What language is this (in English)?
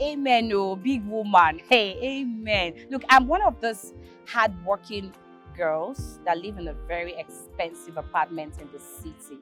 Nigerian Pidgin